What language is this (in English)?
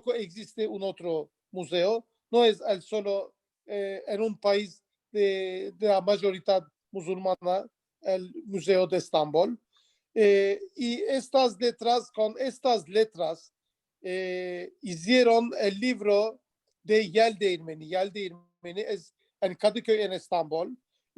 Ladino